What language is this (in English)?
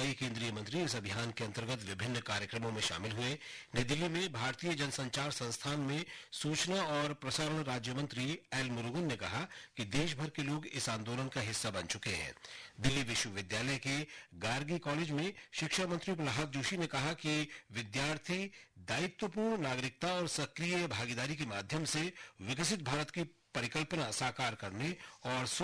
Hindi